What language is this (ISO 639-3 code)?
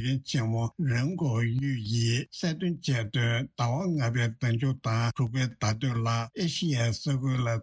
bod